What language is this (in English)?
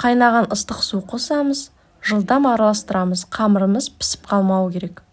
Kazakh